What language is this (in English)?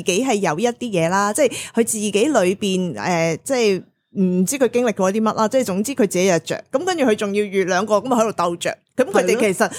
Cantonese